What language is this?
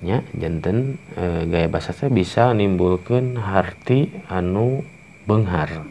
Sundanese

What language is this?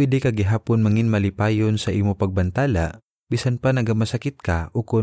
Hiligaynon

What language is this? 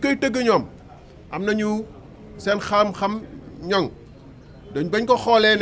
Wolof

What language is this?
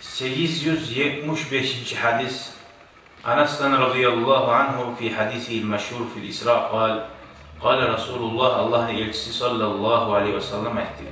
Kumyk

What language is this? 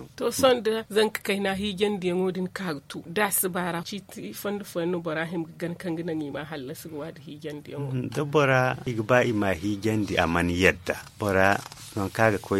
Zarma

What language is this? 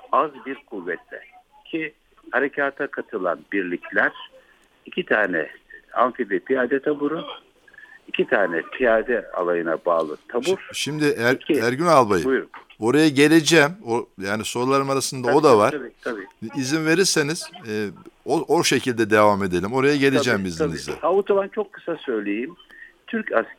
Turkish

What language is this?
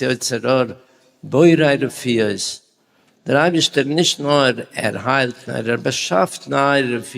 Yiddish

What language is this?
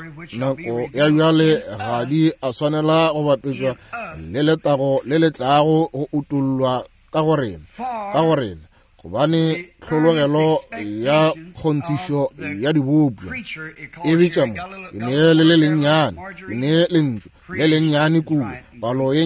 Northern Sotho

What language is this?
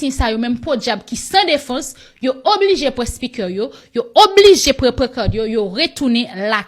Haitian Creole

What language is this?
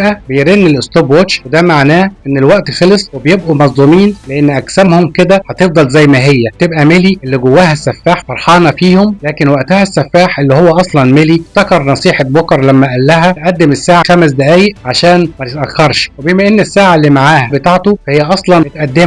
Egyptian Arabic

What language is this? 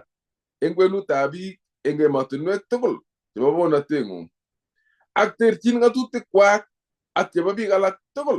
Kalenjin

